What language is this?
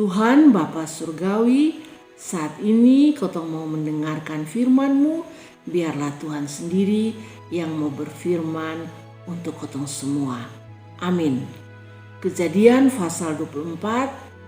Kupang Malay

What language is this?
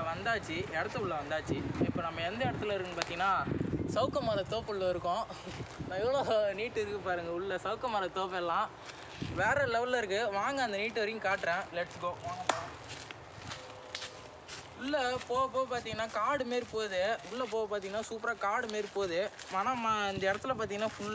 Tamil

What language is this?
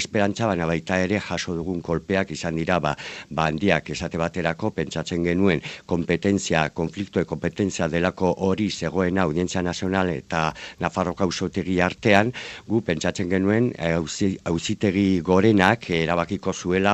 Basque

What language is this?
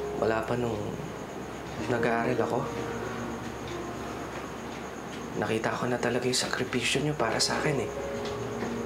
Filipino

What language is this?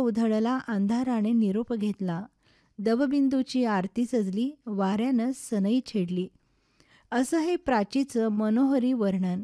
Marathi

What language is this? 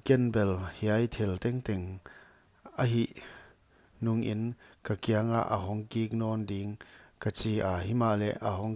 Paite Chin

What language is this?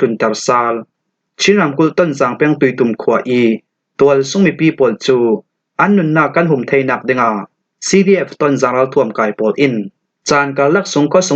Falam Chin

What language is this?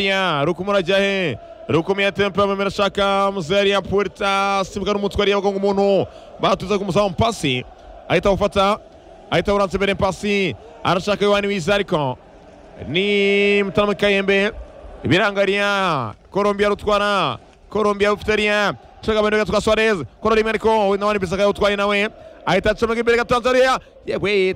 Kinyarwanda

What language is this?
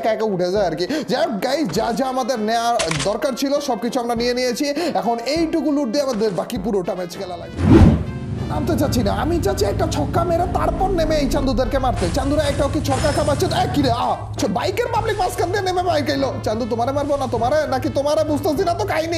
Bangla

